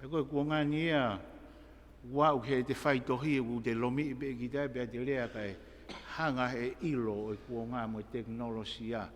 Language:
Tongan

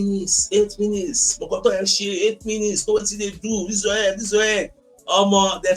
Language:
Nigerian Pidgin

